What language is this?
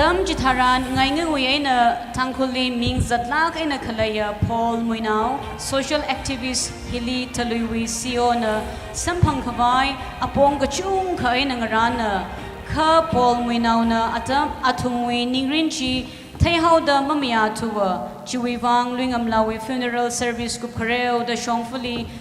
Tangkhul Naga (India)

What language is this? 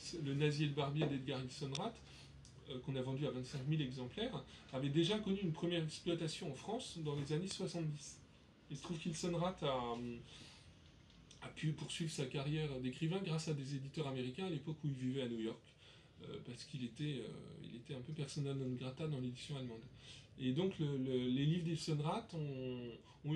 French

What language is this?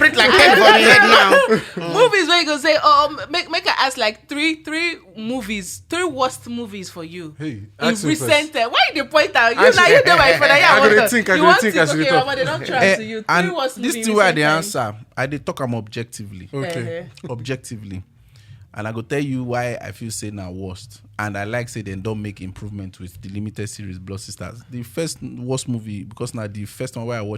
Nigerian Pidgin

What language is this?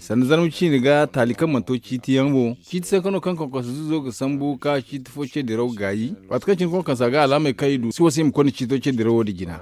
Zarma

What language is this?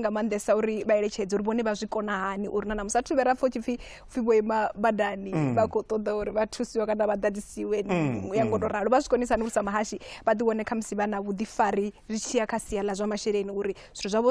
Venda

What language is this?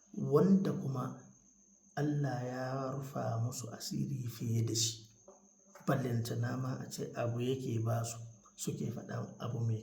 Hausa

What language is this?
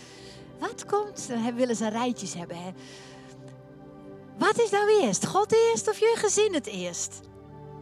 Dutch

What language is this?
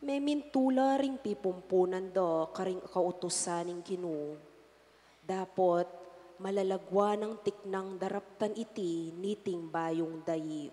Pampanga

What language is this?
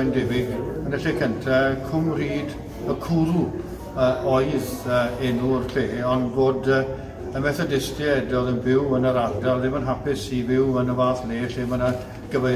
Welsh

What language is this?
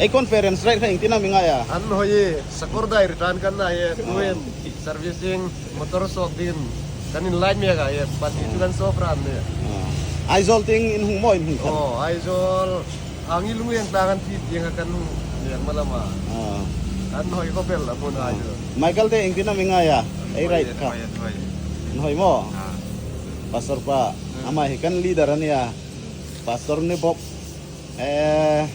Hmar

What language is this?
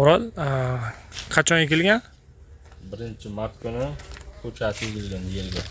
Uzbek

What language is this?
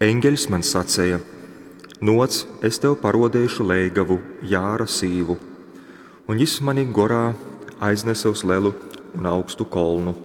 Latgalian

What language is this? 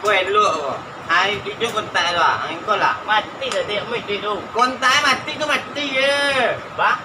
Minangkabau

